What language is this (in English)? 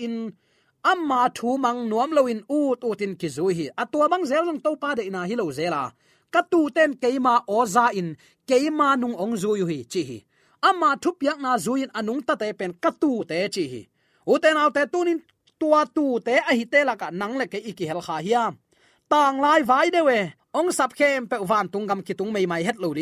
Tedim Chin